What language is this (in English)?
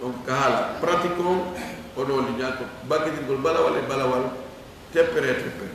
Fula